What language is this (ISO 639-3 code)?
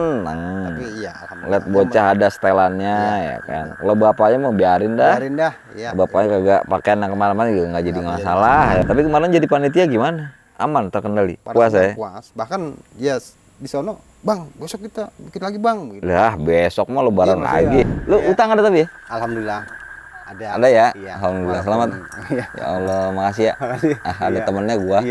bew